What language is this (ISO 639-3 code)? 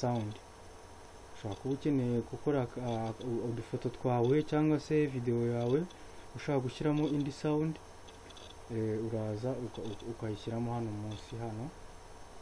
kin